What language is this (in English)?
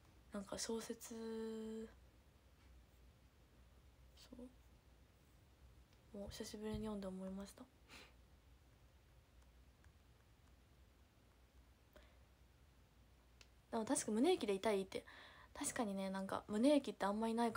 Japanese